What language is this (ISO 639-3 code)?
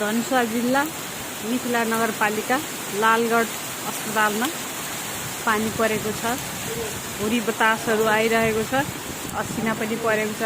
nep